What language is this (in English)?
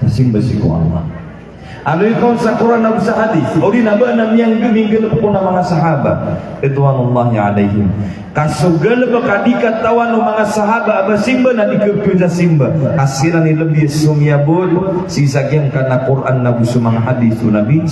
Maranao